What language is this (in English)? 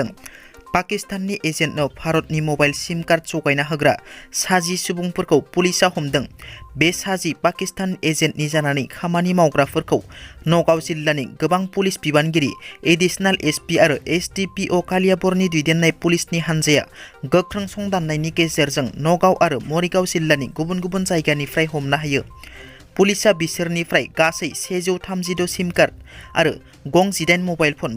Bodo